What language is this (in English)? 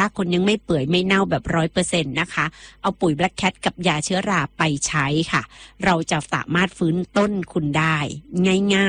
Thai